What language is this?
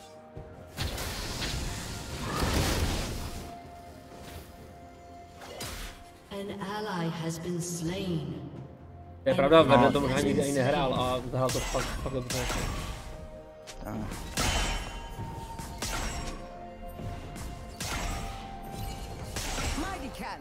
Czech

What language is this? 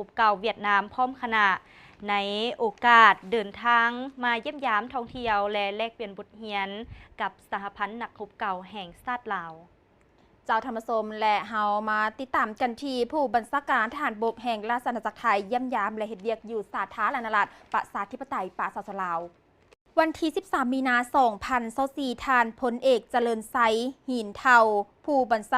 Lao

